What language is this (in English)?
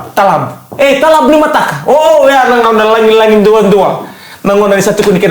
Fijian